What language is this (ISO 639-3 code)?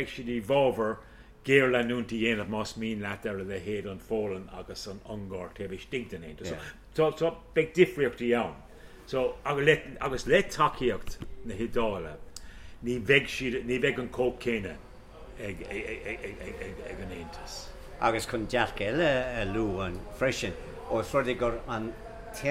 gle